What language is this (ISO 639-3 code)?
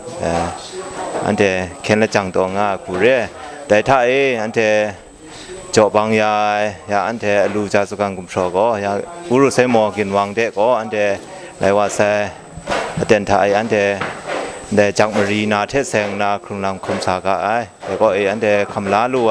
kac